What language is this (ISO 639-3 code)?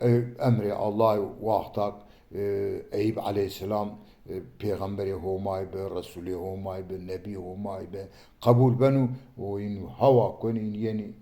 zza